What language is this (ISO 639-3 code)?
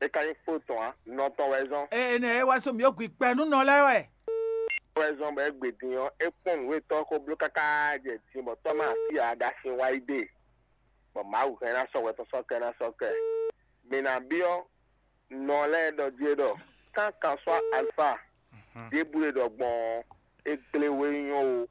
fon